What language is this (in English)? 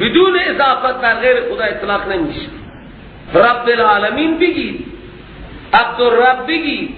Persian